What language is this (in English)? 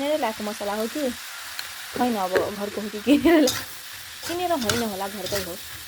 Nepali